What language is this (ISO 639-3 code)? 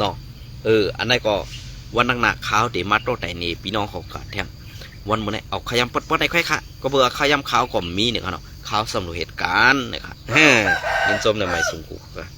shn